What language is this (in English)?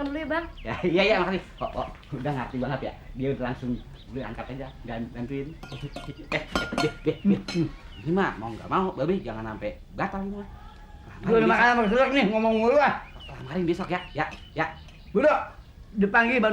Betawi